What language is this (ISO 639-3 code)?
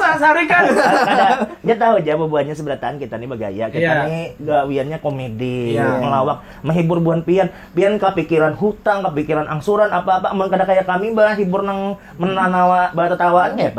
bjn